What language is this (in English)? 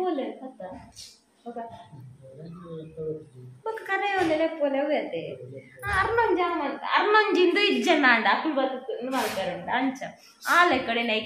Tulu